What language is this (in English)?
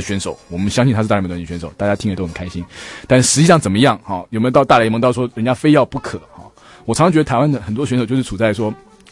Chinese